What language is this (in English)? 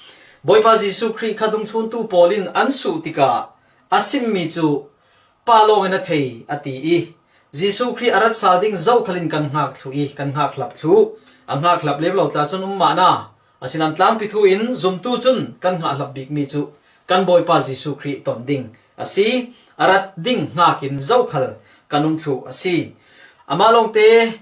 Falam Chin